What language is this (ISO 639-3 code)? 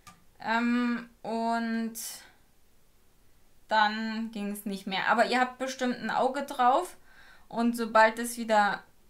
deu